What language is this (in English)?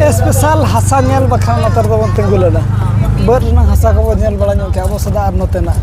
Santali